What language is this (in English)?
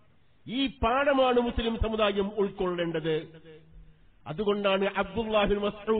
Malayalam